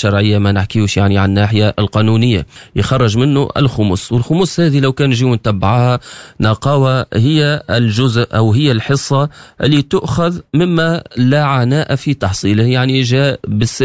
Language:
Tunisian Arabic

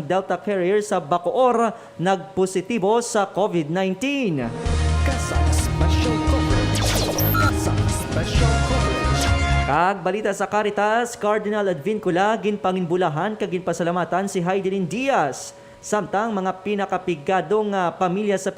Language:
Hiligaynon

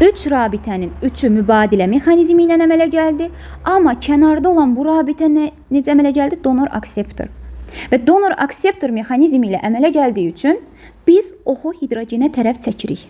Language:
Azerbaijani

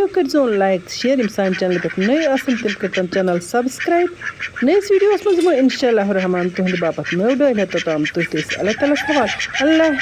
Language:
Kashmiri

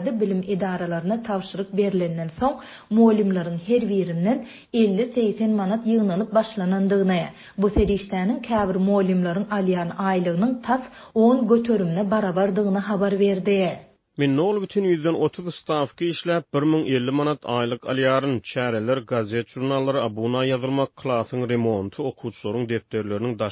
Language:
Turkmen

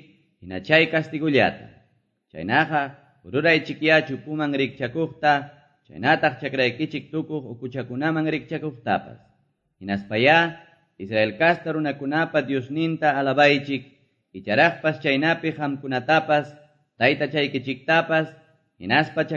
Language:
Quechua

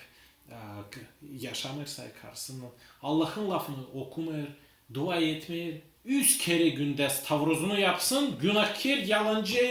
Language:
Gagauz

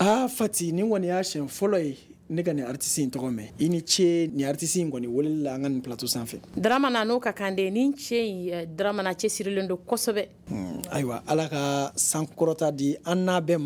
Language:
Bambara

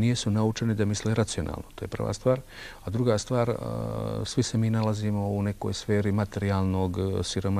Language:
Serbian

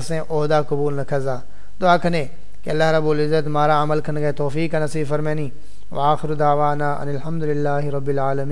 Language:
Saraiki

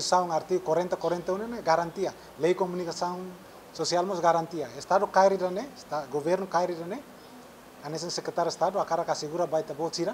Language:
Tetum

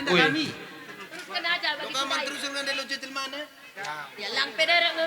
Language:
Batak Karo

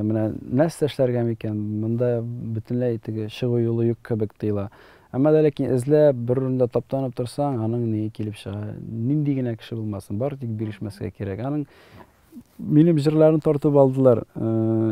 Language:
Tatar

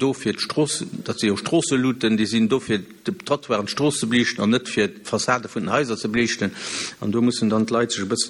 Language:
Luxembourgish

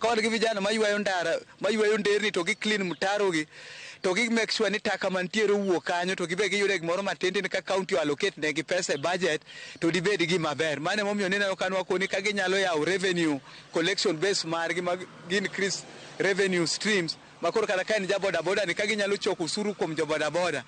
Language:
Luo (Kenya and Tanzania)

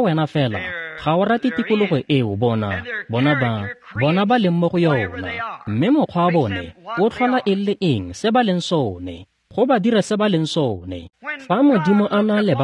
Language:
Tswana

